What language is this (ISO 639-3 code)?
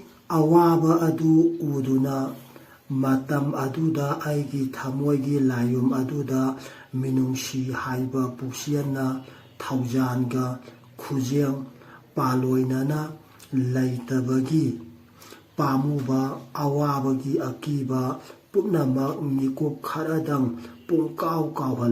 mni